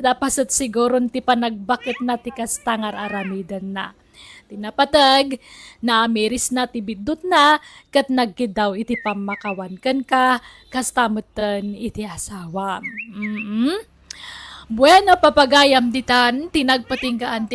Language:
Iloko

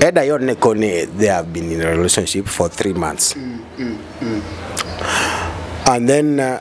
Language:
Luo (Kenya and Tanzania)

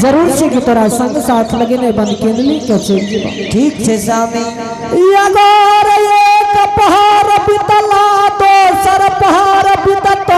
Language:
Angika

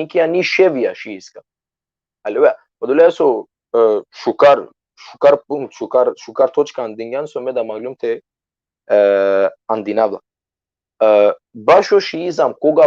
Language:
Balkan Romani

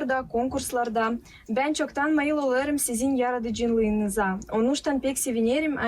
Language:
Gagauz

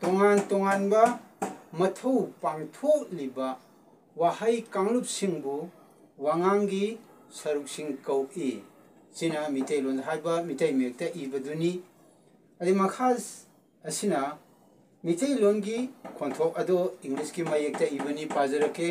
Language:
Manipuri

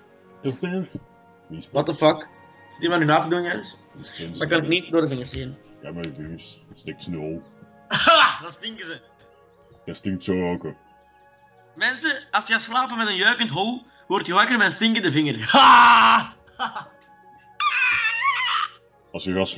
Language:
Dutch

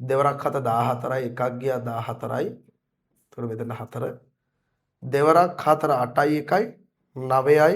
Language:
Sinhala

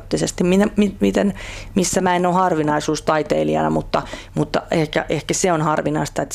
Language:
Finnish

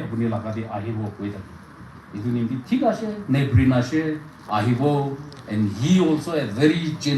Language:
Naga Pidgin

